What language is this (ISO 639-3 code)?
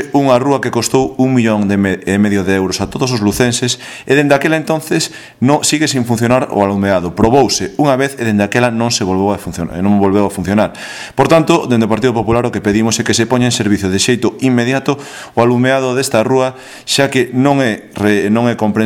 glg